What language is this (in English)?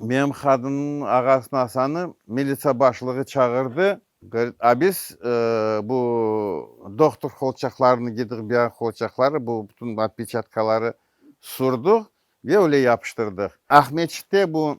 Crimean Tatar